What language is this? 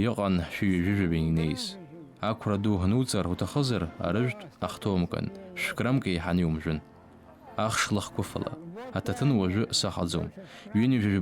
Abkhazian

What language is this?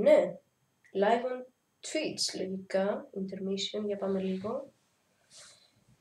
Greek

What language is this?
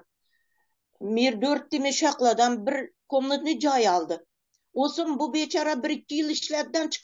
Turkmen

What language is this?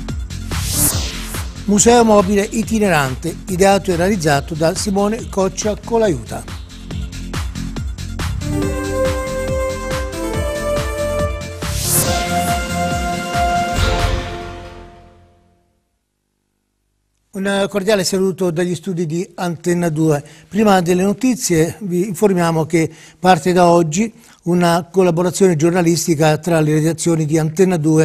Italian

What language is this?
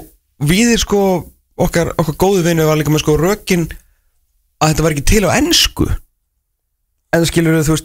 Icelandic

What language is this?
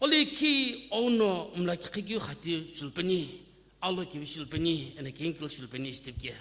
Sumi Naga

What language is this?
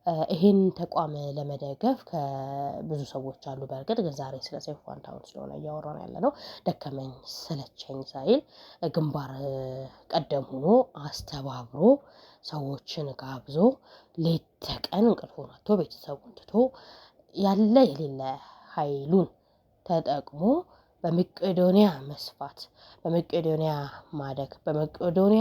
Amharic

